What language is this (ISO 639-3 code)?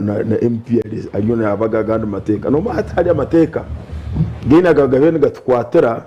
nyn